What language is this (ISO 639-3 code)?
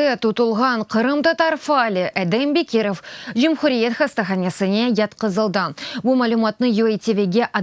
crh